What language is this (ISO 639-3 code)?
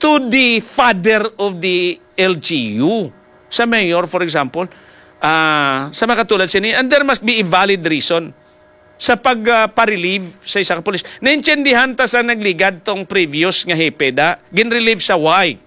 hil